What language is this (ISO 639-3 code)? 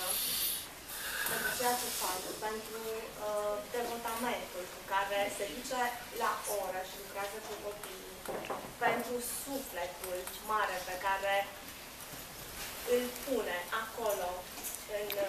ron